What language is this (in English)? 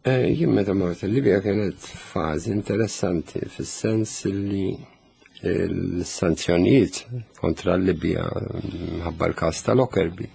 Maltese